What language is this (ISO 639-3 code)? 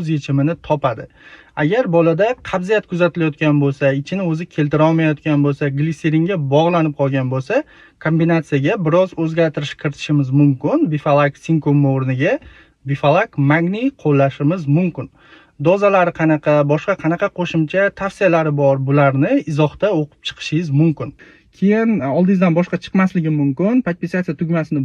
uzb